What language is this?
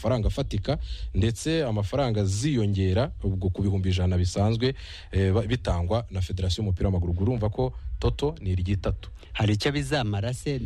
Kinyarwanda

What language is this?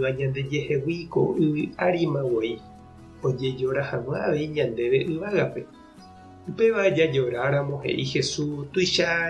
Guarani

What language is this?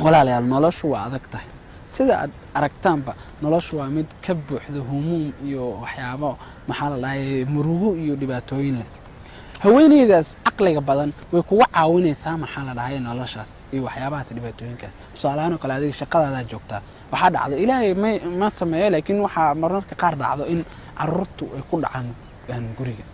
Somali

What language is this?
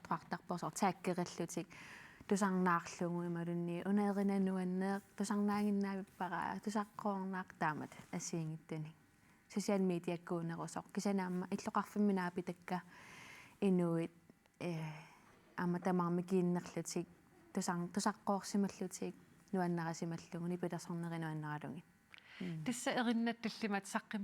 Kalaallisut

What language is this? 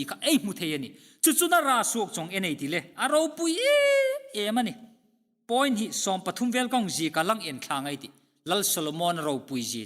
Hmar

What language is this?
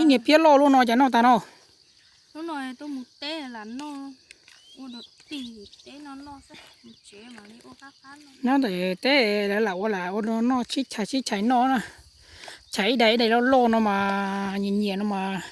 Hmong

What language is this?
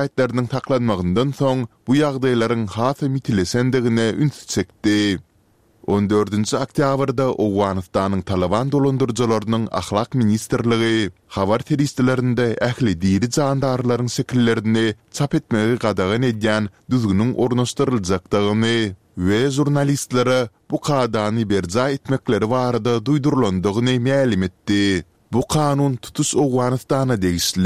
Turkmen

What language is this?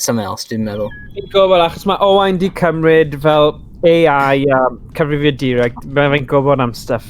Welsh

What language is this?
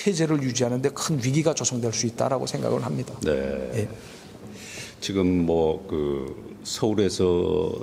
Korean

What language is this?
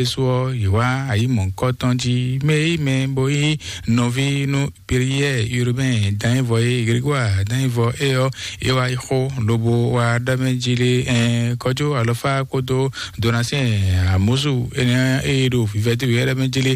Fon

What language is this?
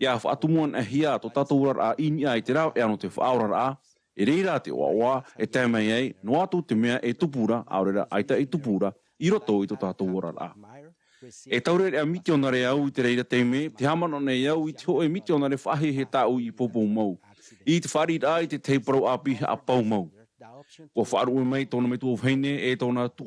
Tahitian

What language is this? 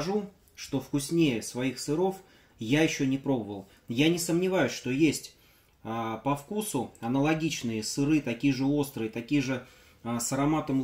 Russian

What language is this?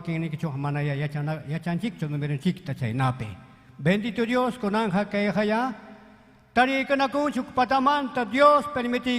Ayacucho Quechua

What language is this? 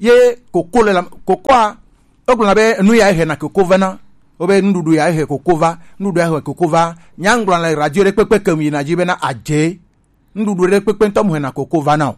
Gen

